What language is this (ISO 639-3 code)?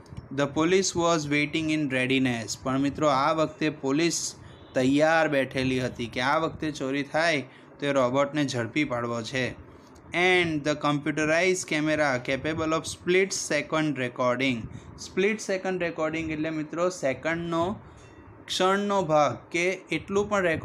guj